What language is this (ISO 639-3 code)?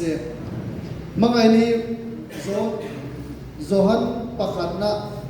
hmr